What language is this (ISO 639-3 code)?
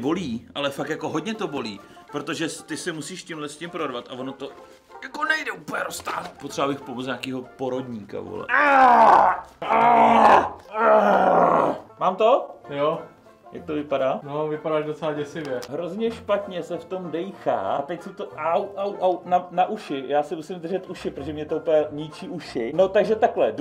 ces